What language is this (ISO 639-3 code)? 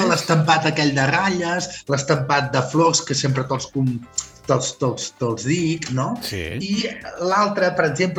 cat